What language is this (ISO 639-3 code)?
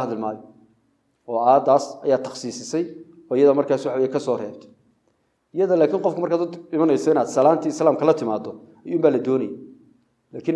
som